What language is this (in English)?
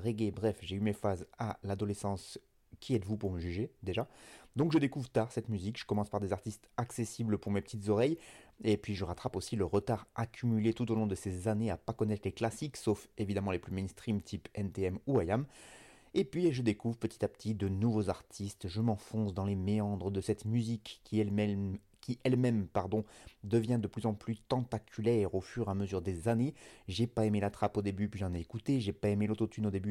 French